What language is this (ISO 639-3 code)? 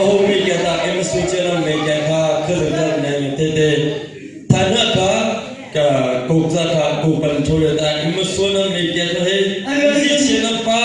cnh